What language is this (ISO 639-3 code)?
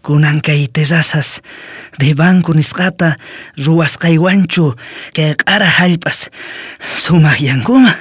quh